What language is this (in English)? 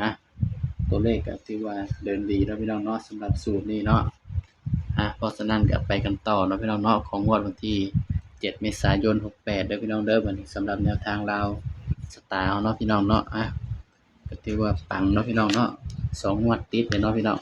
Northeastern Thai